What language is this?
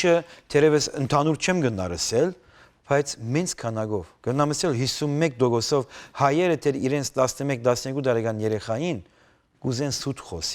Western Armenian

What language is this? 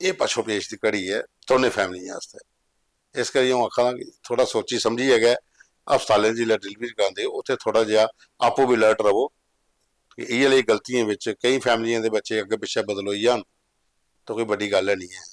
Dogri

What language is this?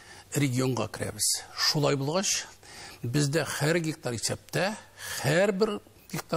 Tatar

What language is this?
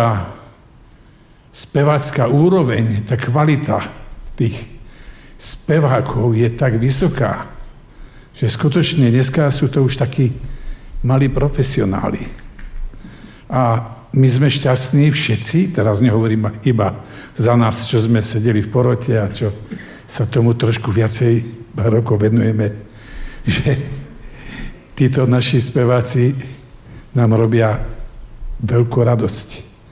Slovak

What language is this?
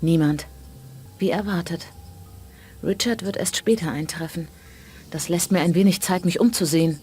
Bavarian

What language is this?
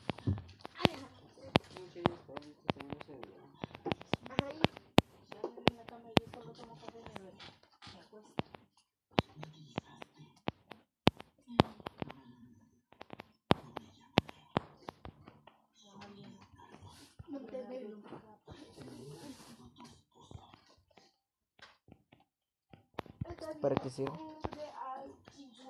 Spanish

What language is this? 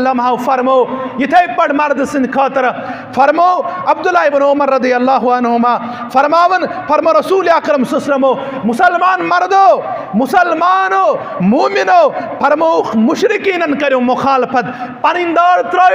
Kashmiri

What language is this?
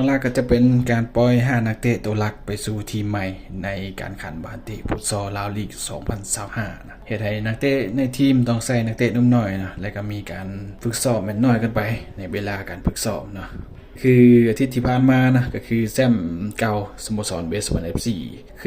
Lao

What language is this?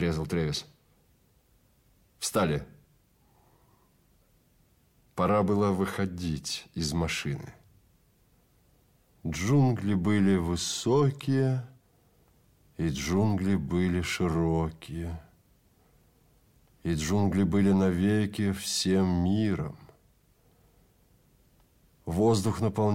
Russian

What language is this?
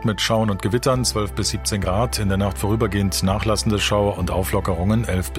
German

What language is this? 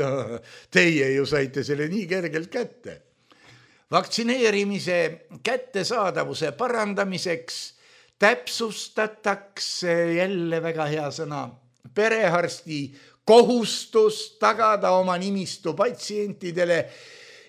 Estonian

